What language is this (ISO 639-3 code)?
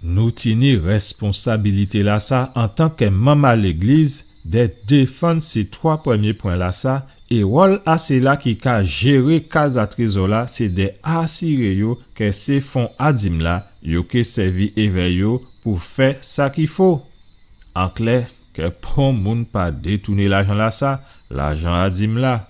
gcf